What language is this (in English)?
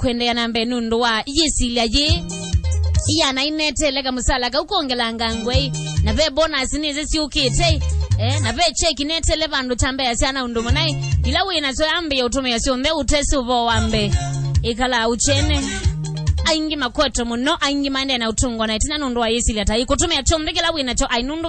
Kamba